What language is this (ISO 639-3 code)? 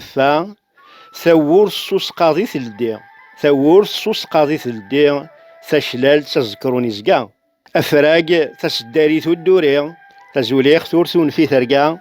kab